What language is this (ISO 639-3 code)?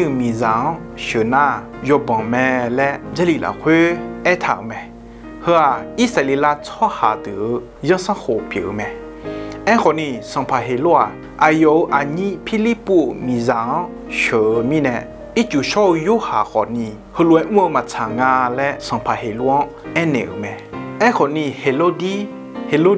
ahk